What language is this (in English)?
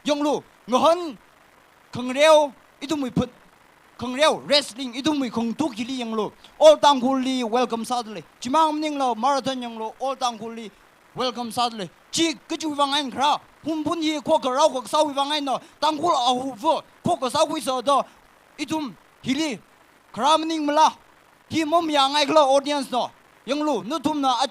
Tangkhul Naga (India)